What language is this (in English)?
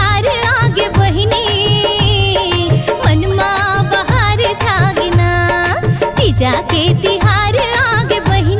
Chhattisgarhi